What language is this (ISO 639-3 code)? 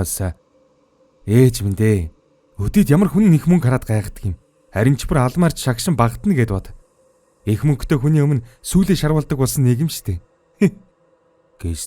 mon